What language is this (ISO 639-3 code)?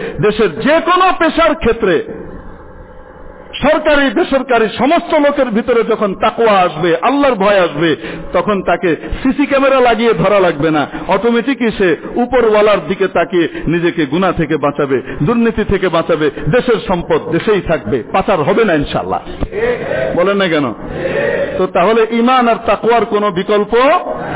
ben